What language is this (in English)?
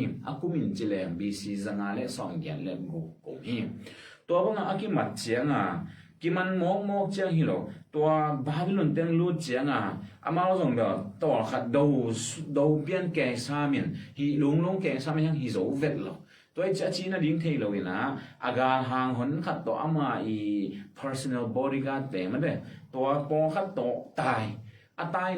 Tedim Chin